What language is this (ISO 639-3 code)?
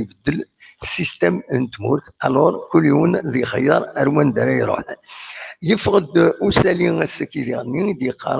kab